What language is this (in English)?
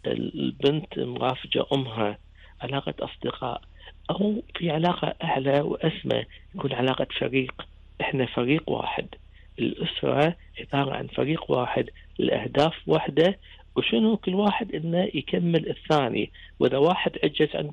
Gulf Arabic